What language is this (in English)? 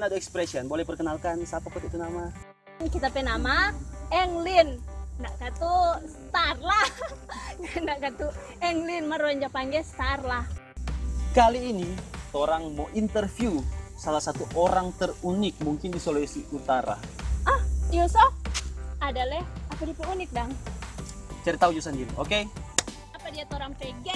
Manado Malay